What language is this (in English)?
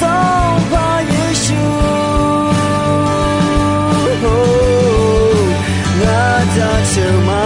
Akha